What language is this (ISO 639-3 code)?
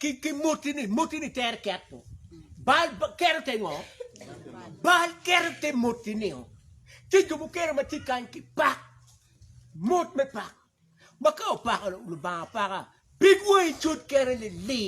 ach